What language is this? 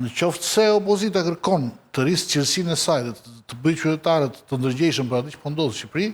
Albanian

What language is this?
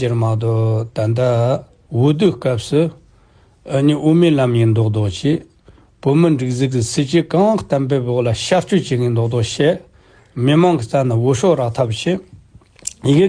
Tibetan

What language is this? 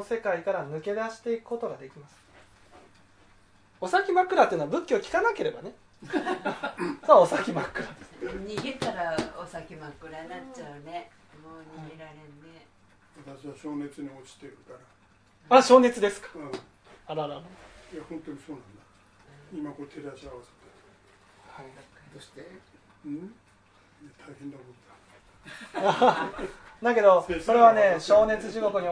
Japanese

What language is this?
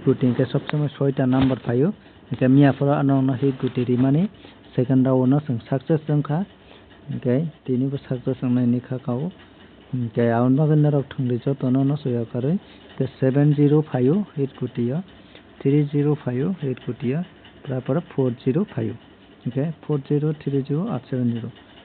Kok Borok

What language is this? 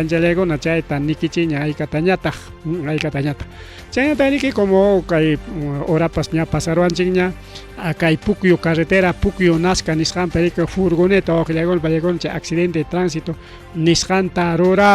Ayacucho Quechua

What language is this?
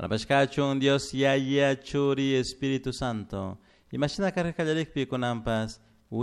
Chimborazo Highland Quichua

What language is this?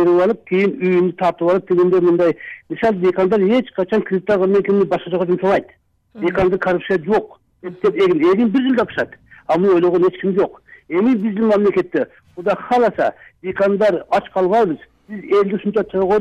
Kyrgyz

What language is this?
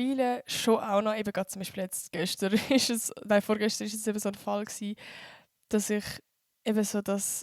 Swiss German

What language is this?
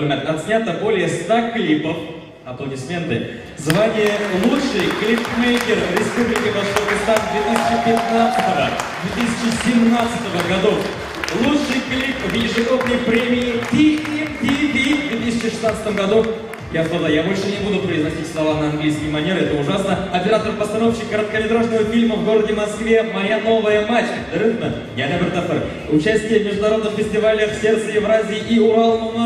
Bashkir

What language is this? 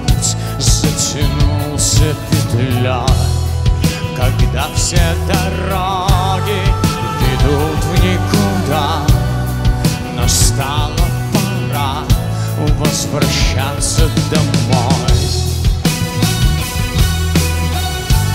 Russian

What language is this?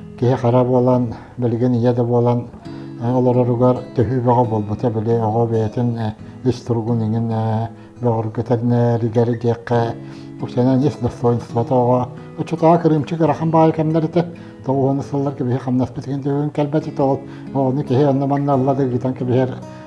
Yakut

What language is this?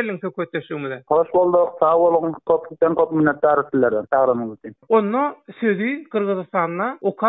Turkmen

